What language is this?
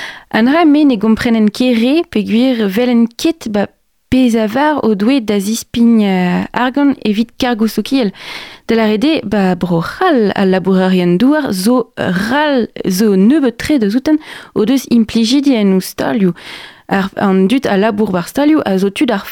Breton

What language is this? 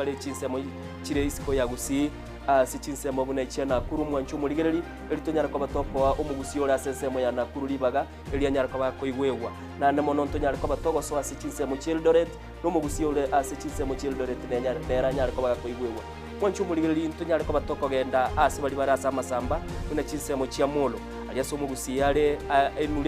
Gusii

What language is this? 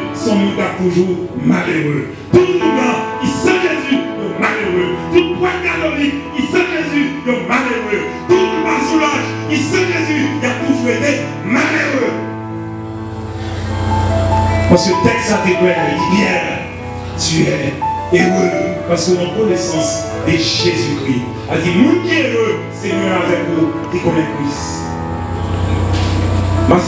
French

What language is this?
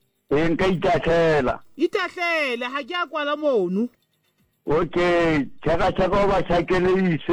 Southern Sotho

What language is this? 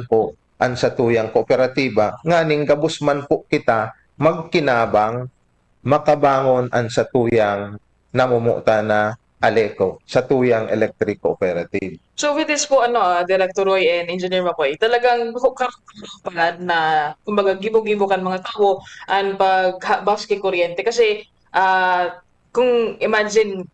Bikol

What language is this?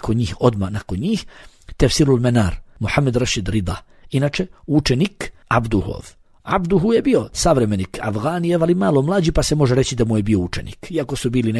Bosnian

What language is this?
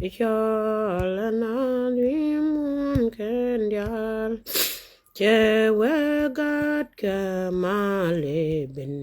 Nuer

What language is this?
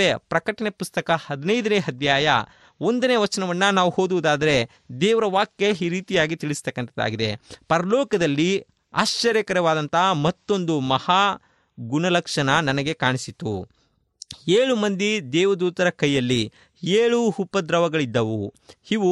Kannada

